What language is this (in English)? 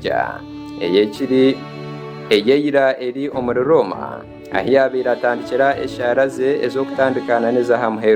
Nyankole